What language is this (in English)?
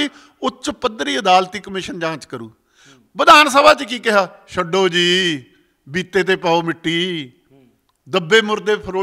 Punjabi